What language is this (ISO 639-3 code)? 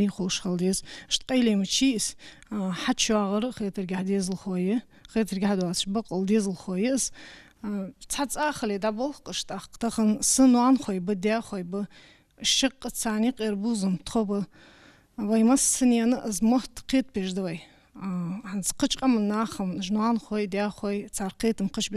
inh